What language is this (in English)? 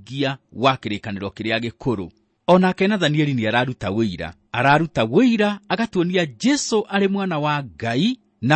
Kikuyu